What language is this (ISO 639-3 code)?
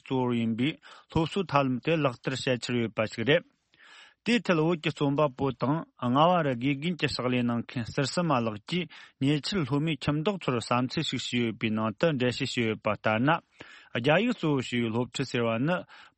bod